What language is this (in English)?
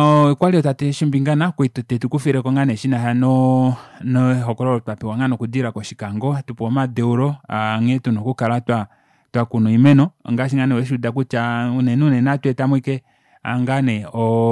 Kuanyama